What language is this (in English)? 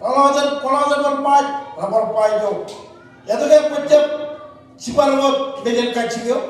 Marshallese